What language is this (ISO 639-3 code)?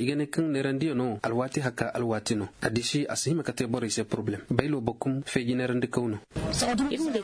dje